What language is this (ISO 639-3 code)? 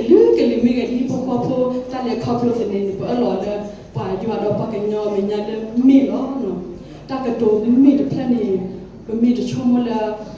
ksw